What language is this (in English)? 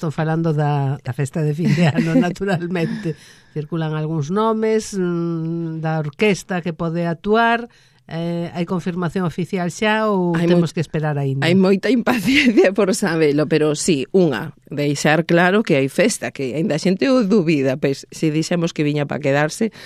Galician